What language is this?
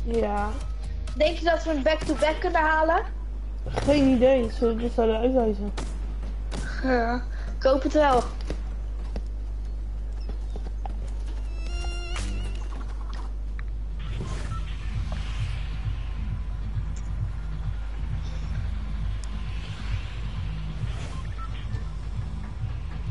Dutch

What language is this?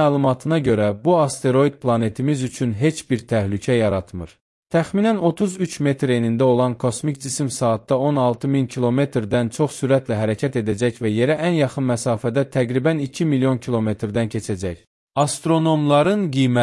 Azerbaijani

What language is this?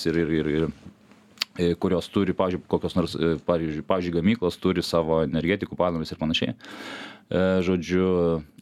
Lithuanian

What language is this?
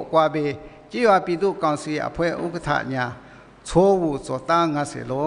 Lisu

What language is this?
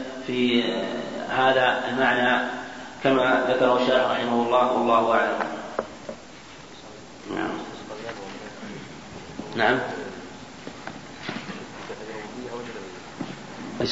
Arabic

